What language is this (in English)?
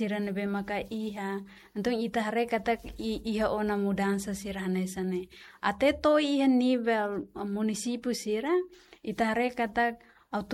Tetum